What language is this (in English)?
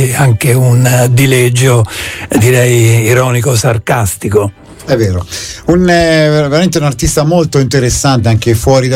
Italian